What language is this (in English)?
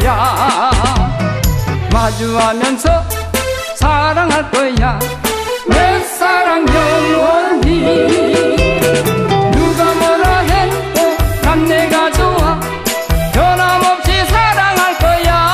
Korean